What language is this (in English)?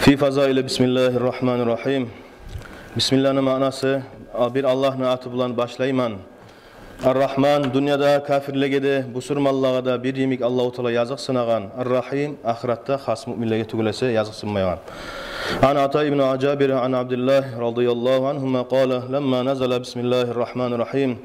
Kumyk